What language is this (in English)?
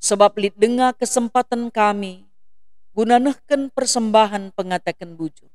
Batak Karo